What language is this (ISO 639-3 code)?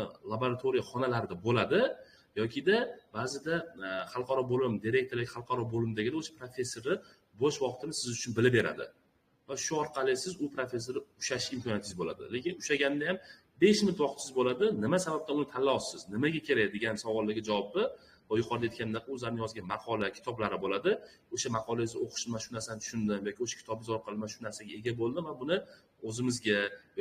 uzb